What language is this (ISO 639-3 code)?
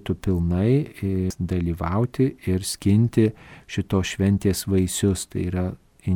lit